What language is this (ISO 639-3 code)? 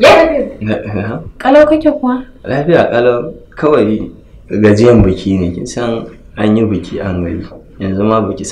hau